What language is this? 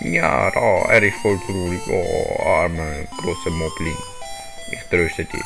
Swiss German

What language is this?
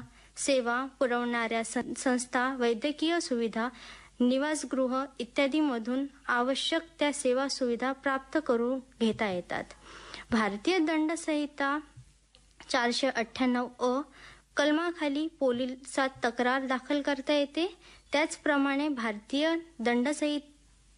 Marathi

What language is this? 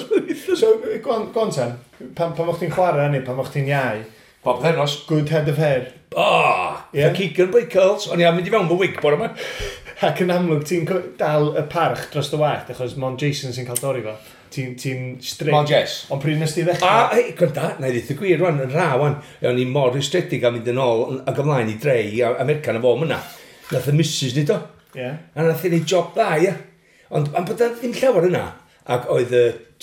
Welsh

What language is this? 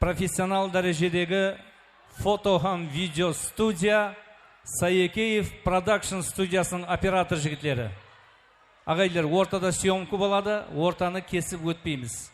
Kara-Kalpak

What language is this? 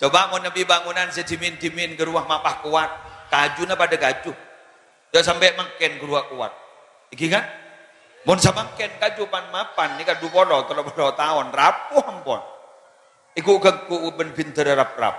Madurese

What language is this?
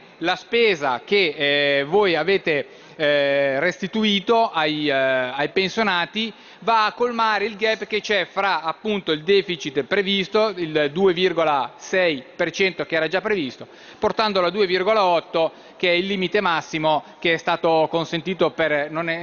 Italian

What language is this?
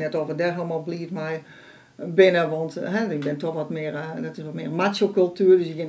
Western Frisian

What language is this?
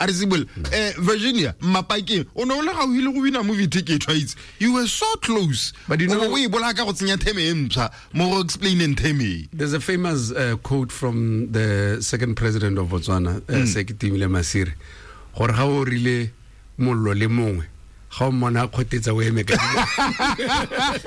Tswana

